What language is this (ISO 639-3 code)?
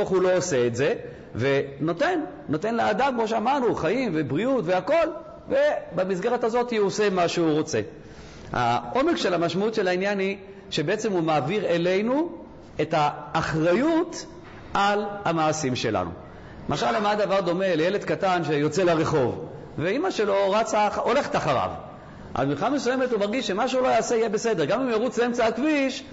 heb